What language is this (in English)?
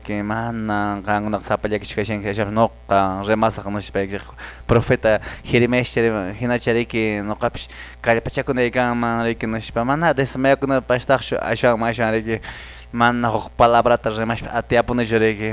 Quechua